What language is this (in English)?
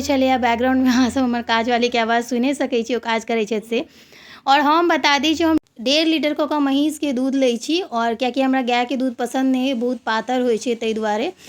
Maithili